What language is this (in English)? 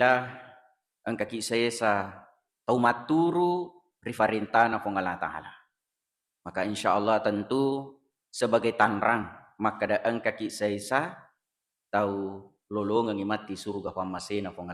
Buginese